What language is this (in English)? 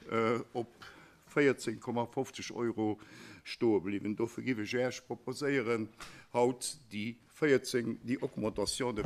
Luxembourgish